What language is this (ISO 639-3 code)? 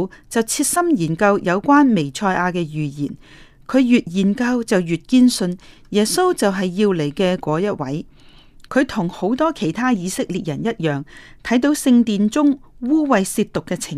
yue